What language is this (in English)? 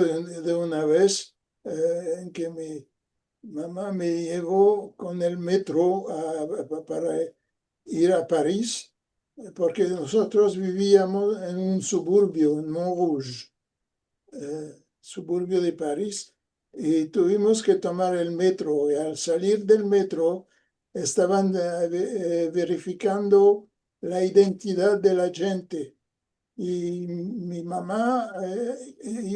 Ladino